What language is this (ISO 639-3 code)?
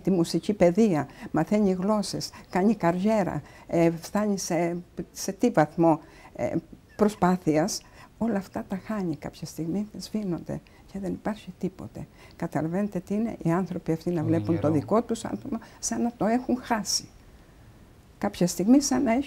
ell